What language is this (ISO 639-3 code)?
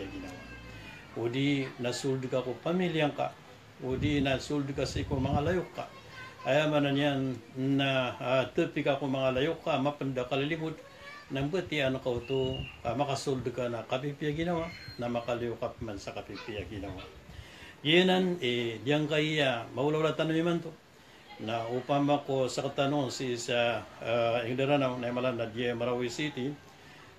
mrw